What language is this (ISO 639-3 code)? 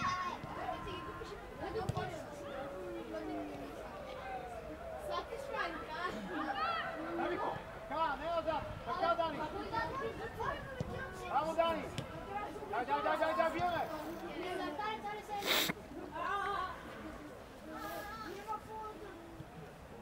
bul